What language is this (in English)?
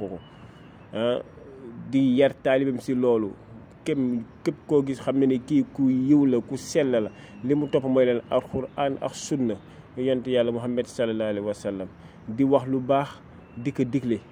Wolof